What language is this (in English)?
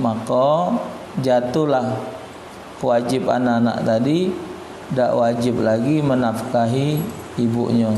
Musi